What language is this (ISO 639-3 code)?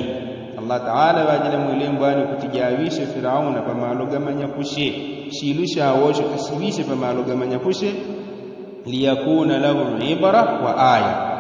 yao